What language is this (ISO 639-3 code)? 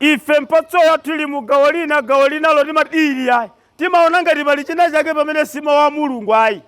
nya